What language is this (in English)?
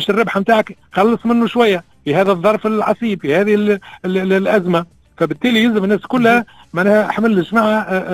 Tunisian Arabic